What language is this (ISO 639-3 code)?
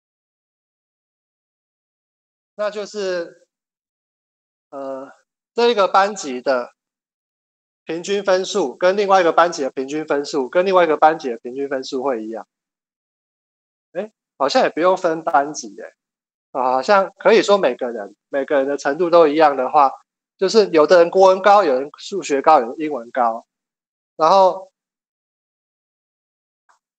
zho